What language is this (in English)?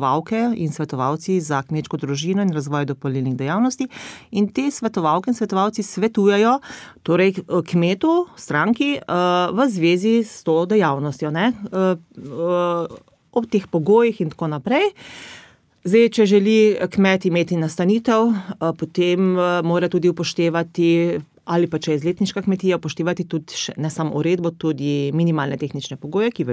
Slovenian